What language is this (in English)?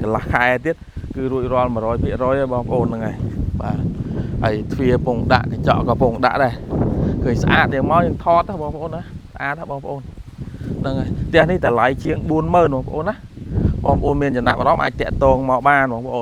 Khmer